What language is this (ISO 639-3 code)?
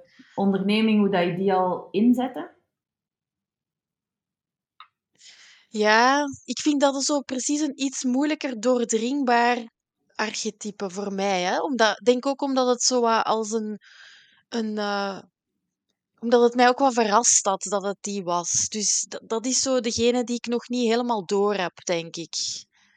nld